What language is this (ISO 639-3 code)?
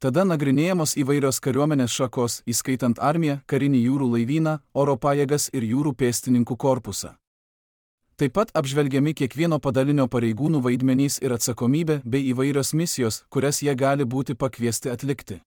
lit